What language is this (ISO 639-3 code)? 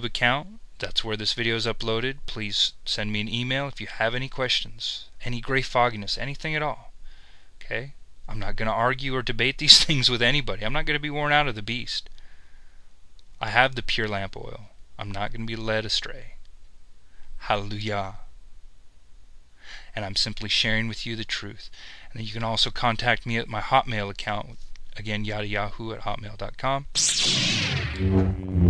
eng